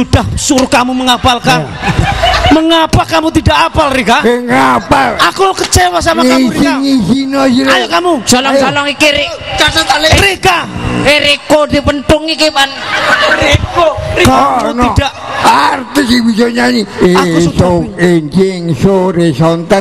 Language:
Javanese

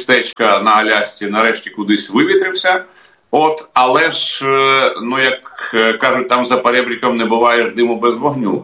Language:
Ukrainian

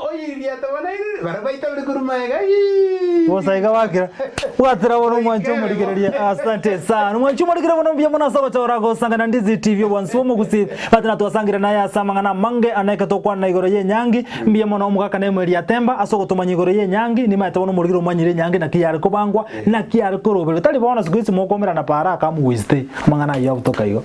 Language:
Gusii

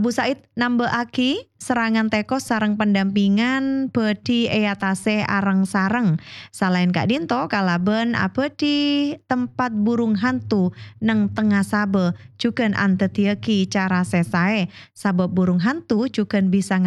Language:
Madurese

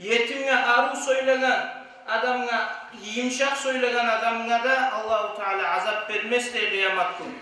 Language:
Kumyk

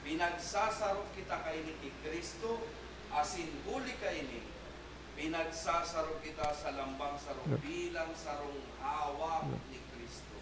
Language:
Bikol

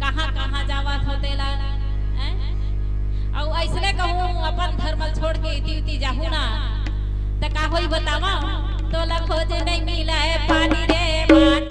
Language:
Chhattisgarhi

